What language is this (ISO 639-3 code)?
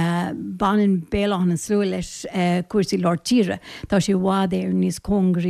gle